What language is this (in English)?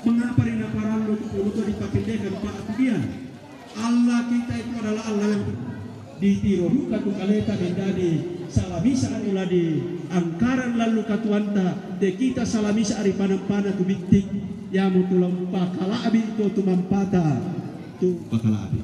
Toraja-Sa'dan